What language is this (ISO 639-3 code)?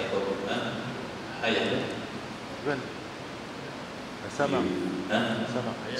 msa